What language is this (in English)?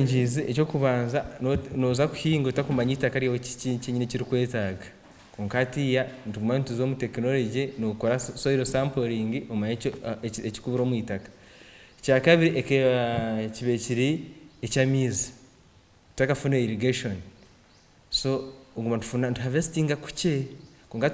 Nyankole